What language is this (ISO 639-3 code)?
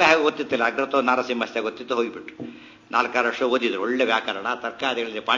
kan